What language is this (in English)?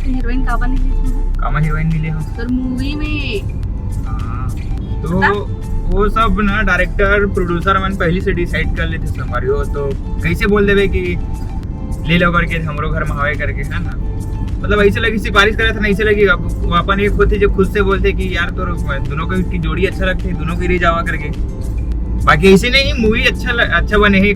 Chhattisgarhi